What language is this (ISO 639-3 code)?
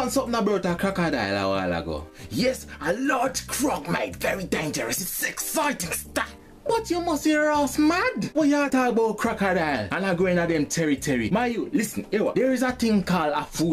jam